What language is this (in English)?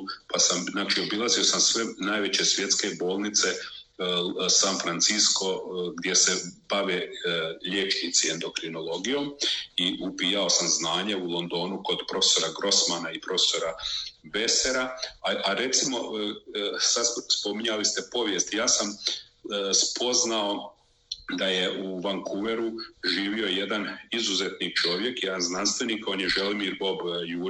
Croatian